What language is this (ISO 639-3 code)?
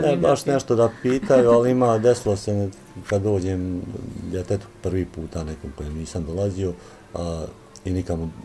bos